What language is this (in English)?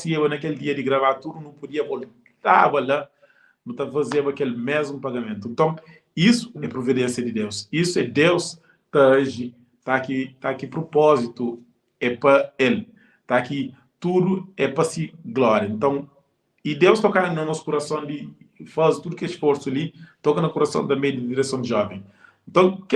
Kabuverdianu